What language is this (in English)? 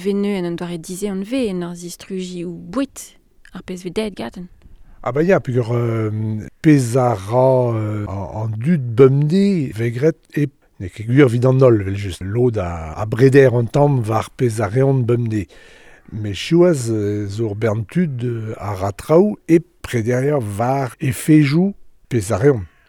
Breton